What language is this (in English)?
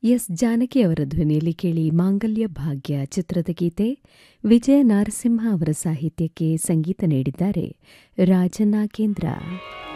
Kannada